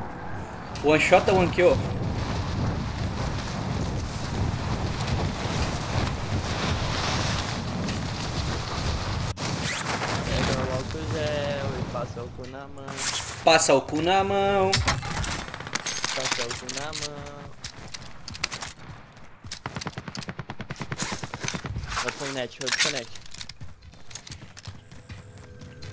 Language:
Portuguese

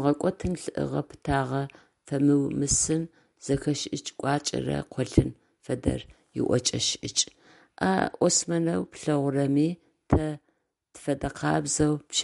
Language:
Adyghe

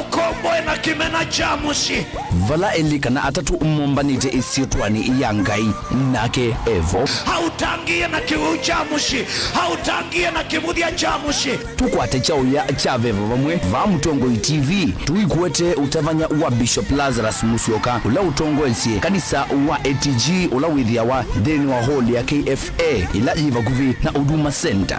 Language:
Kamba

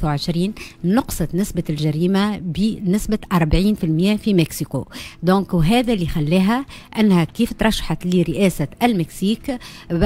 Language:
Tunisian Arabic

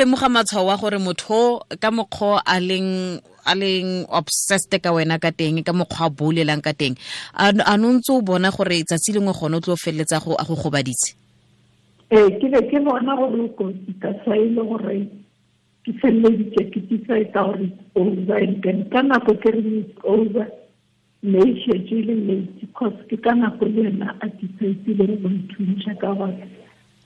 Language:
Tswana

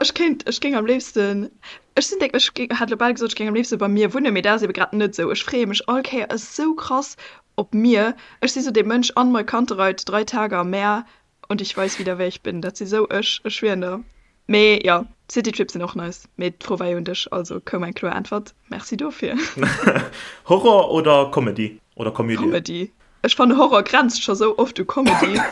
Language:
Luxembourgish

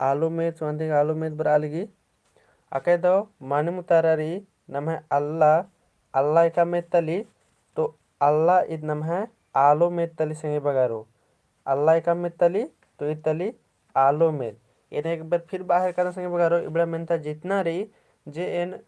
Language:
Kurukh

